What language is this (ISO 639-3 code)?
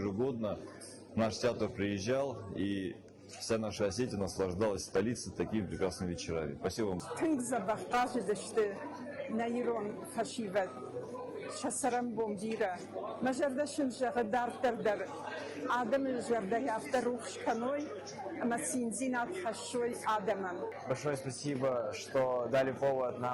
oss